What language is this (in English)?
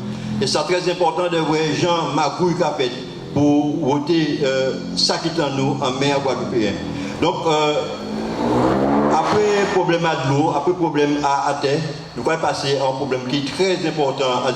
Guadeloupean Creole French